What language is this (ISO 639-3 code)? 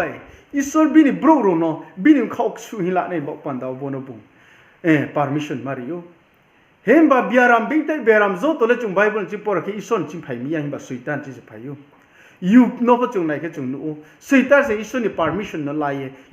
ria